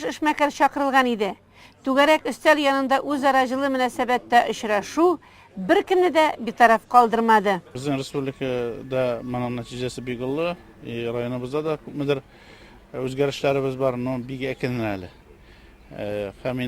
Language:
Tatar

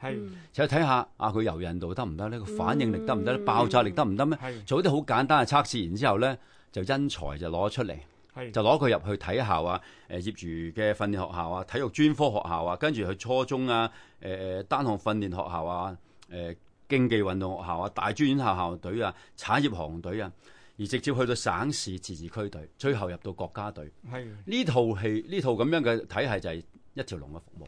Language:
Cantonese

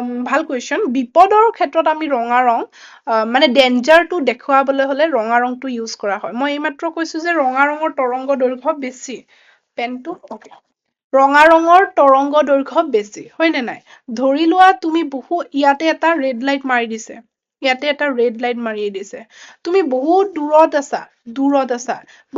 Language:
Assamese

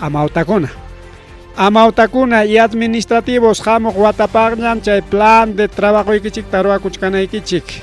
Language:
Ayacucho Quechua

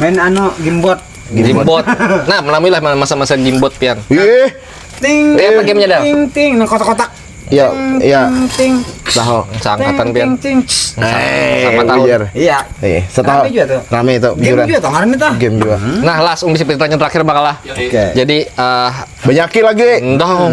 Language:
Banjar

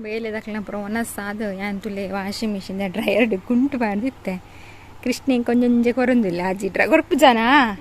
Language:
Tulu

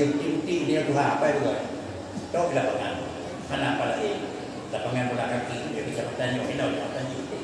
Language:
Achinese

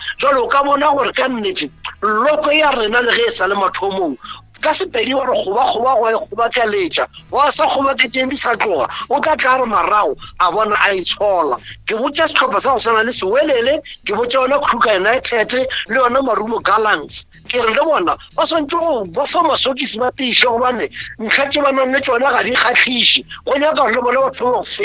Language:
Northern Sotho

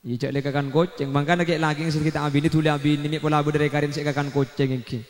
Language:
Madurese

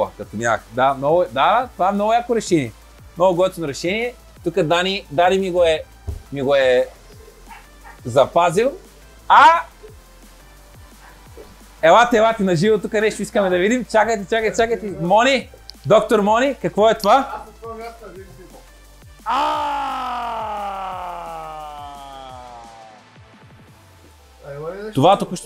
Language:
Bulgarian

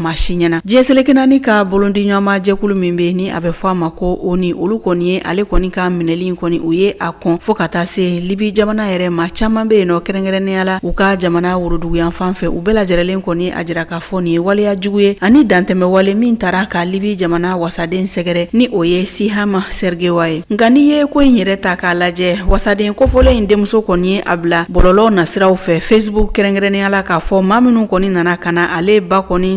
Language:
Bambara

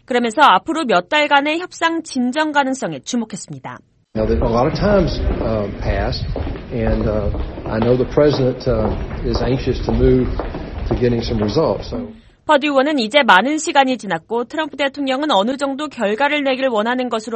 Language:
Korean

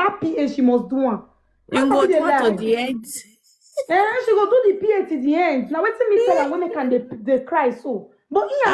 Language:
Nigerian Pidgin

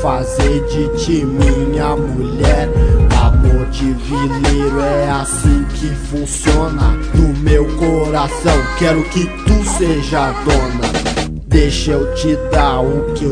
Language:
Portuguese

